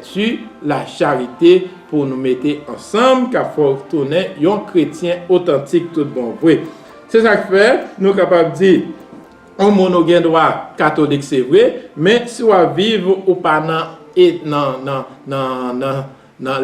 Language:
Haitian Creole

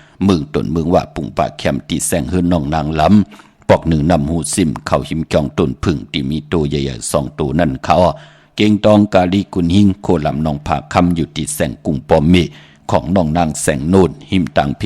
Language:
Shan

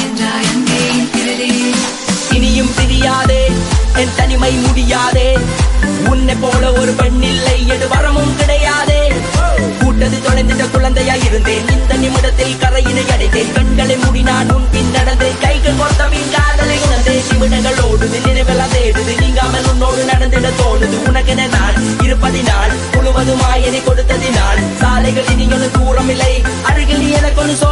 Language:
Tamil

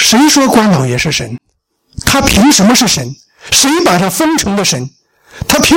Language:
Chinese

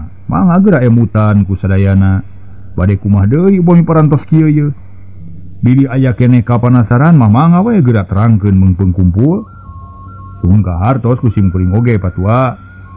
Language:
Sundanese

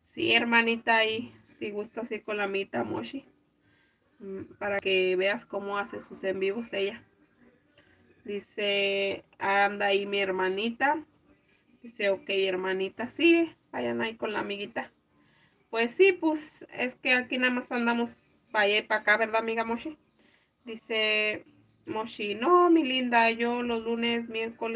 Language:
Spanish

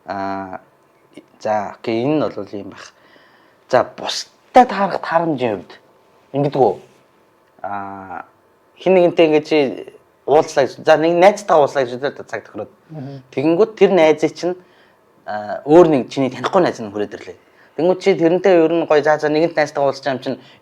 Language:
Mongolian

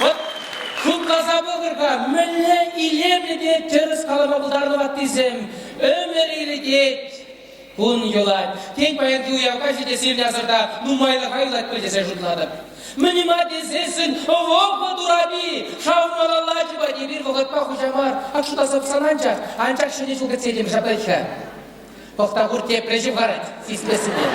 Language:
Chuvash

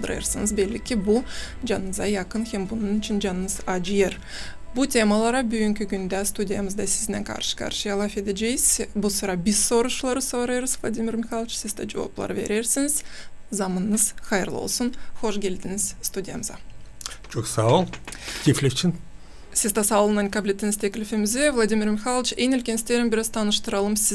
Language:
Gagauz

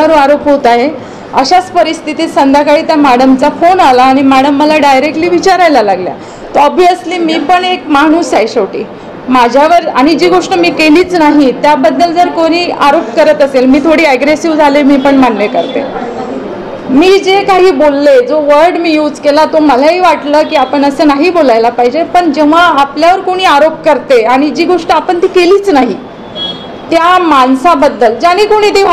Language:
Marathi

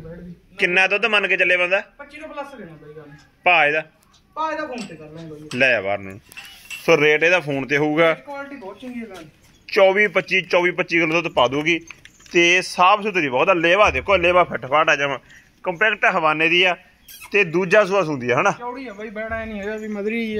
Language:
Punjabi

